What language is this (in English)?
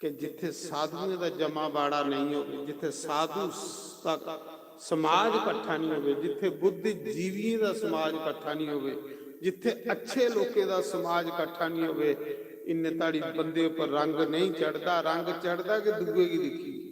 Dogri